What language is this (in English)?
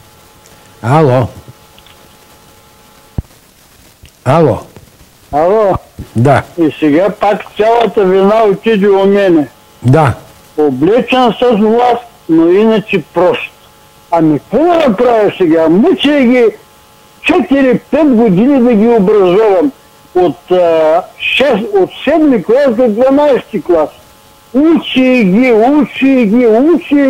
Bulgarian